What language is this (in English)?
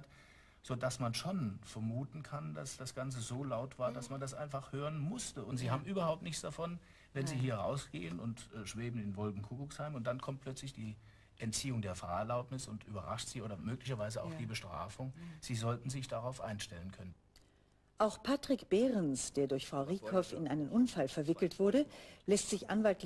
German